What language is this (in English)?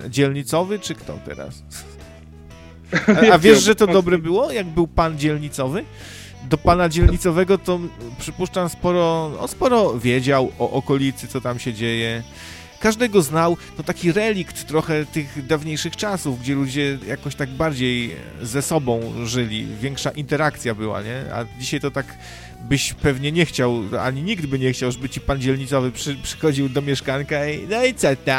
Polish